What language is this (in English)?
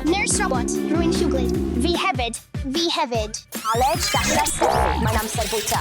Welsh